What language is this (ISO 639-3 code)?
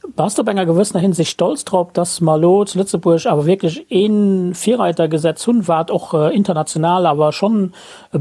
ltz